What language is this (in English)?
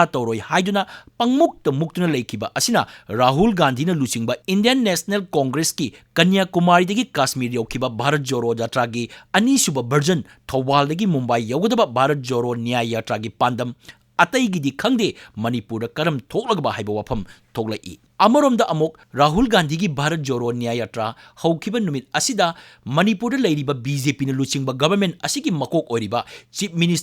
Manipuri